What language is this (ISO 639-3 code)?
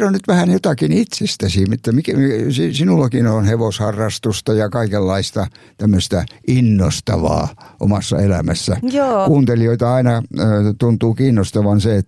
fin